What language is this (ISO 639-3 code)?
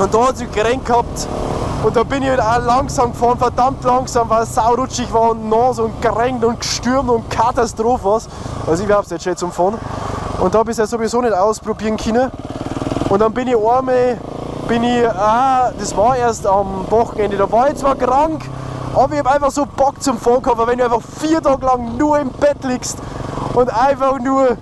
bar